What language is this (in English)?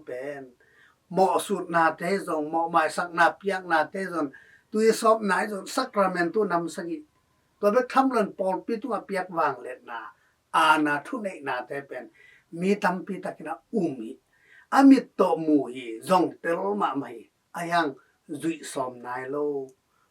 Tedim Chin